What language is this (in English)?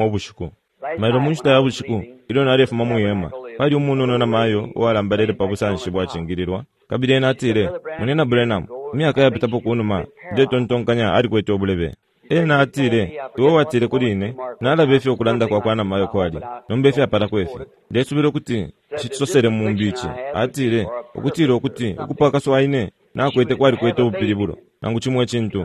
Bemba